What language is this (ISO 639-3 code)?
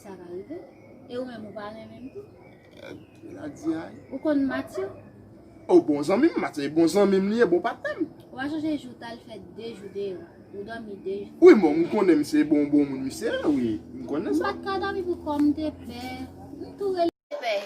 hat